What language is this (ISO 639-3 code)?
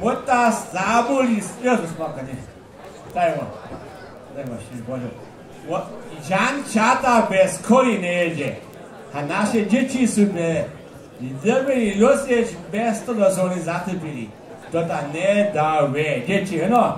hsb